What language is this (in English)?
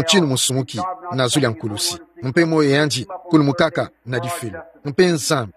Kituba (Democratic Republic of Congo)